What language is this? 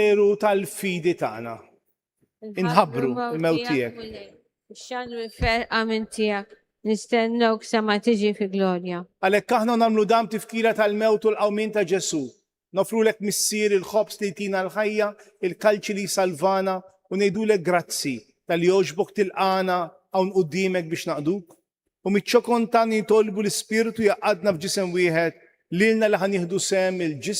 Maltese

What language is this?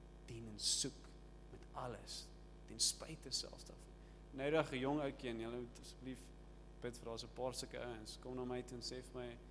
Afrikaans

